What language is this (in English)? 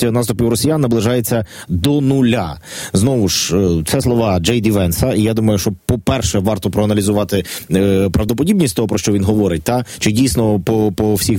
Ukrainian